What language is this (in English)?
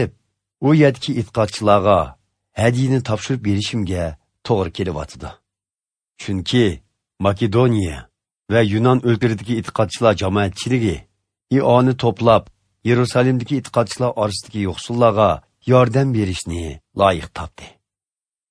Uyghur